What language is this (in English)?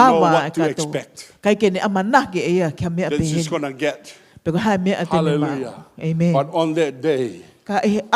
Tongan